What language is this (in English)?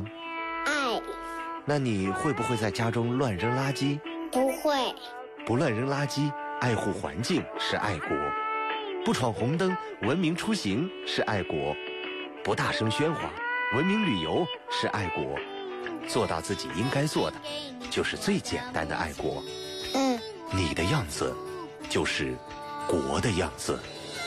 Chinese